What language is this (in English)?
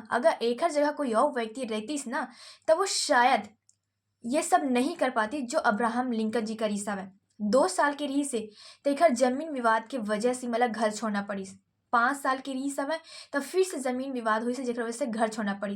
Chhattisgarhi